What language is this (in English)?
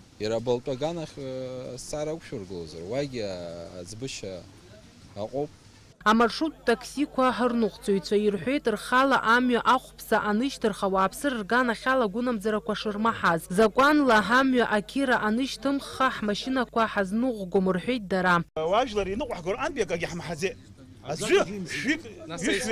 Abkhazian